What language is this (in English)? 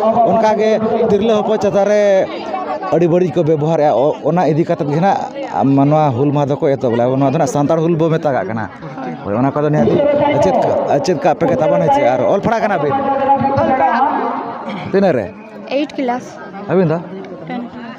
Santali